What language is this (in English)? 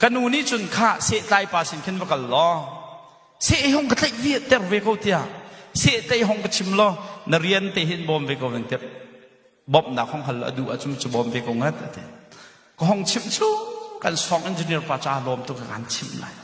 Hakha Chin